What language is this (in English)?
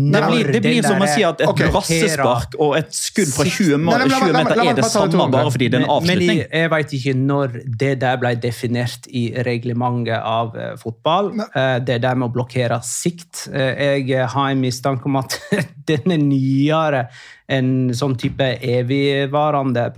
Norwegian